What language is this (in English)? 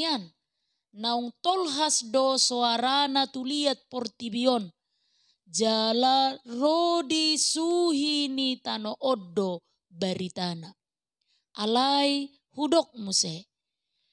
Batak Toba